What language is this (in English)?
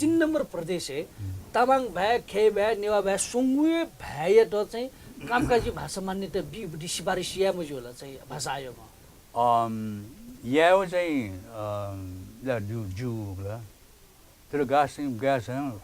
Newari